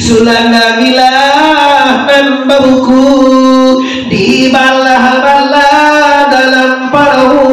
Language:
Minangkabau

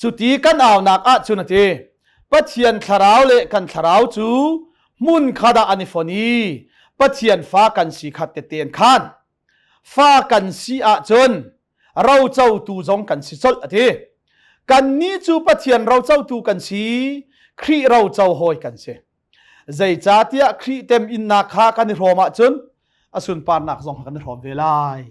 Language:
Hakha Chin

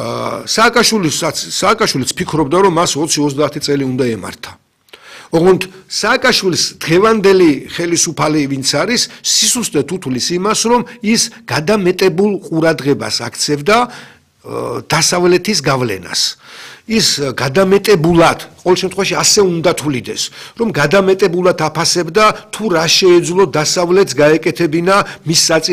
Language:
Georgian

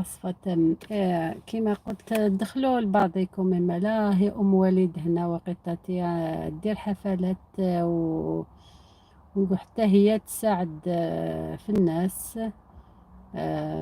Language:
Algerian Arabic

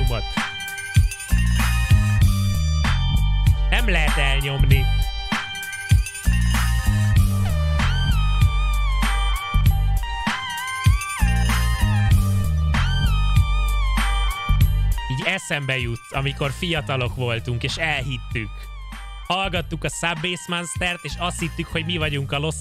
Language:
Hungarian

